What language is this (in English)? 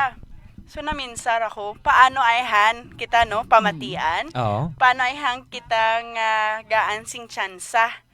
Hiligaynon